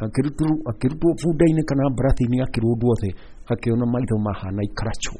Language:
Kikuyu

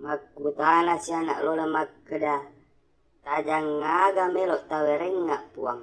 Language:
Buginese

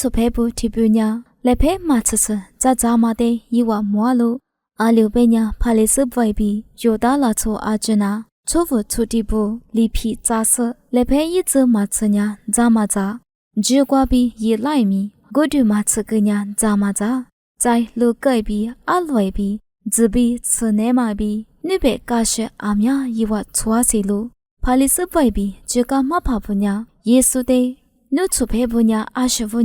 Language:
Lisu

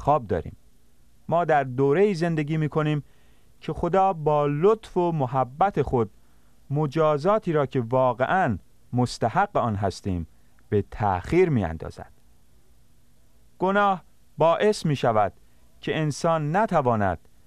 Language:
Persian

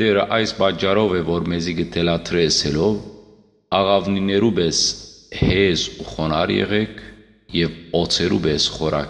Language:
Western Armenian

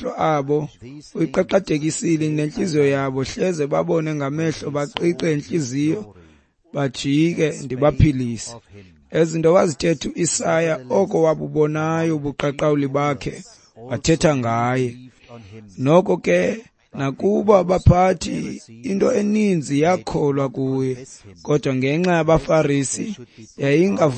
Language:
Xhosa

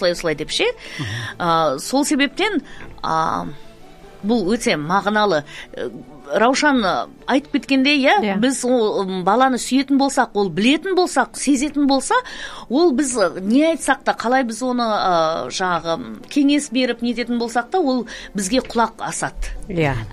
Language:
Kazakh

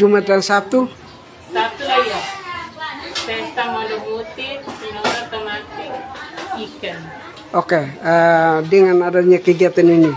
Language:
Tetum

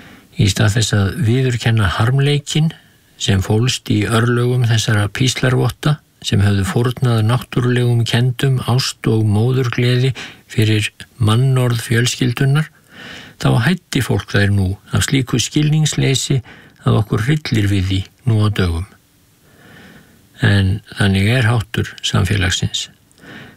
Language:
Icelandic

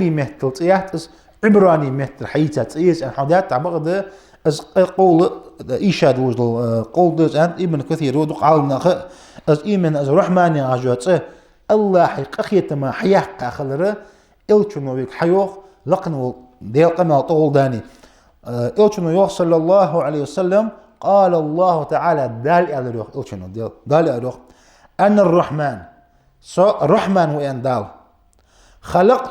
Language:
Ingush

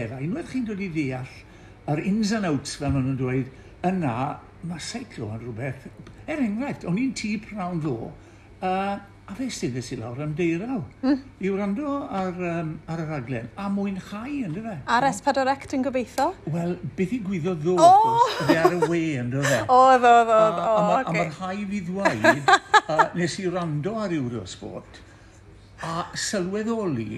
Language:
Welsh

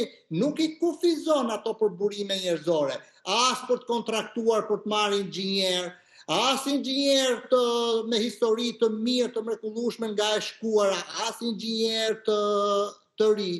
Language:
Albanian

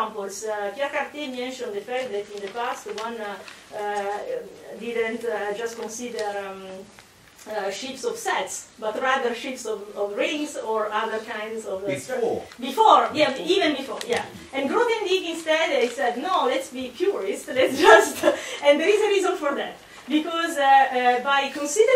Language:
English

